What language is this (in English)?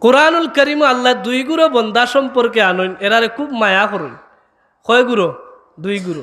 Sylheti